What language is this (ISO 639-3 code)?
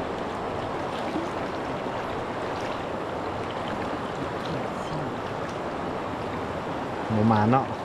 lao